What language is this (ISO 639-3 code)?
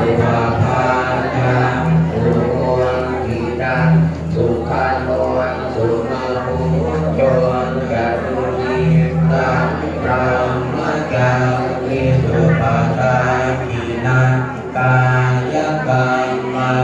pli